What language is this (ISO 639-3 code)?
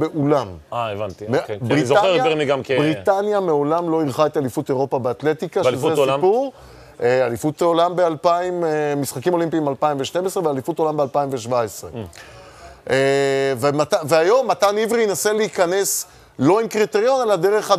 heb